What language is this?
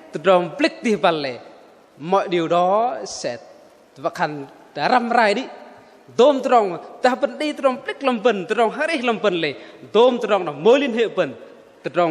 Bahnar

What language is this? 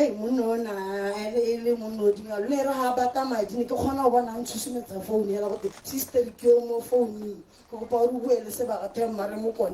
Tswana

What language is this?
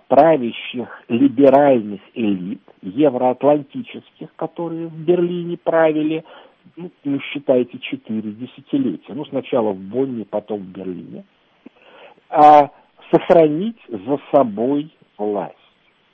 Russian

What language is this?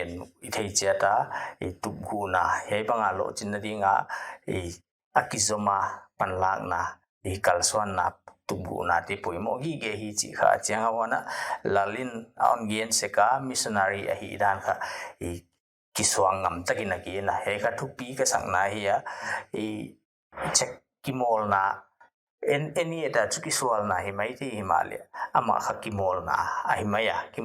Paite Chin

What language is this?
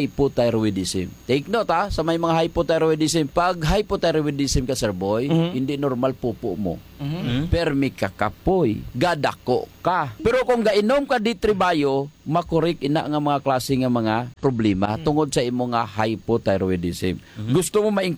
Hiligaynon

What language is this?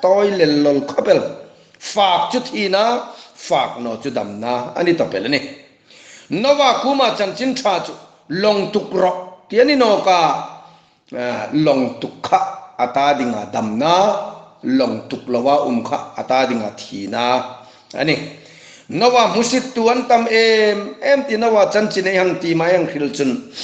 Hmar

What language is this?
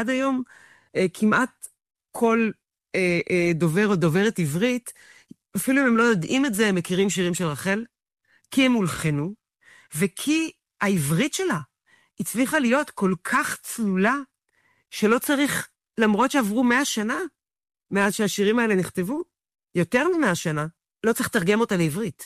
Hebrew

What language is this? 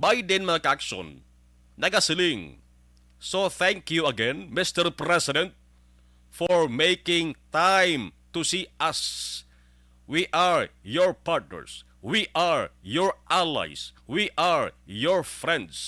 Hiligaynon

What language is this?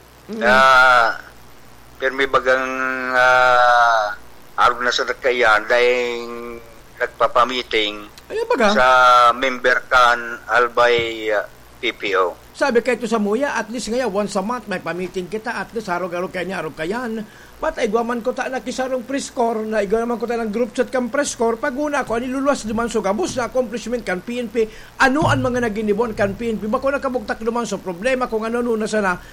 Bikol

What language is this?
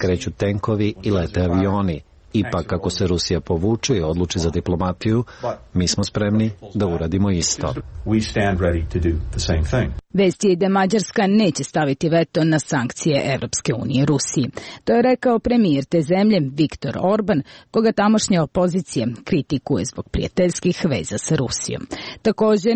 Serbian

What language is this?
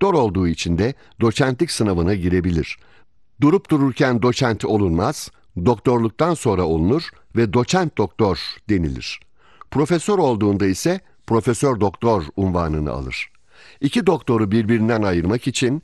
Turkish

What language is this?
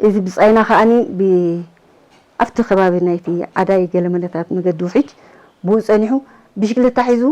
Tigrinya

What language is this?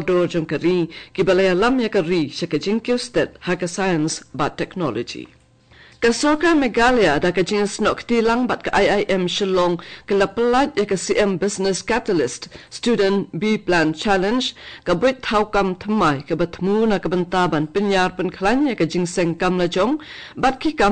Khasi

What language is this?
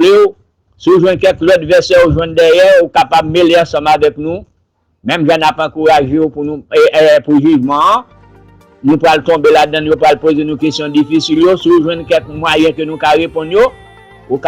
Haitian Creole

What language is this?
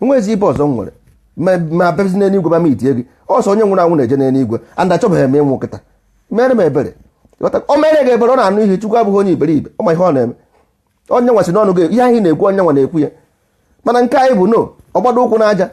Igbo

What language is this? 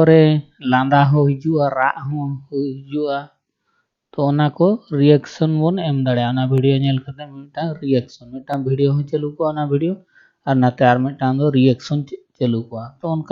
Santali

